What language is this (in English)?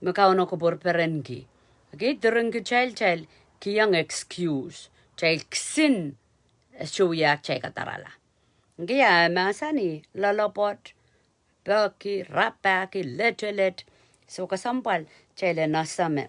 Pohnpeian